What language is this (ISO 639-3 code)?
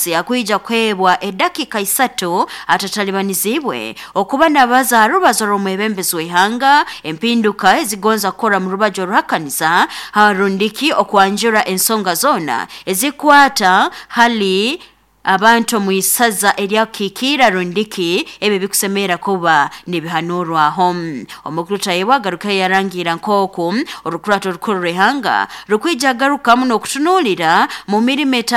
nyo